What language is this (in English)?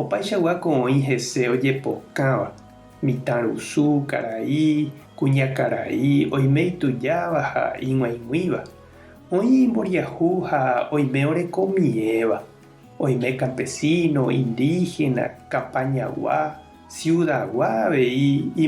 Guarani